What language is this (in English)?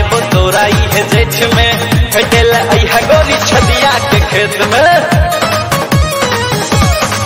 Bhojpuri